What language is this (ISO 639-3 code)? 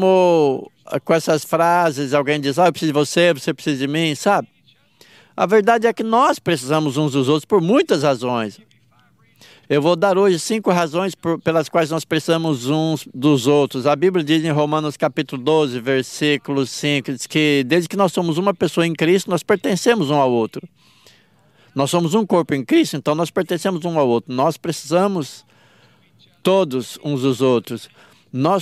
por